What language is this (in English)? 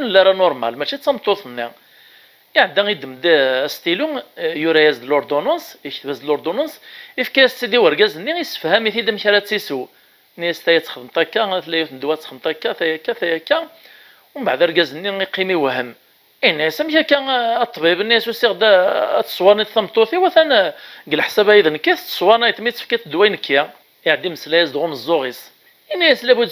Kabyle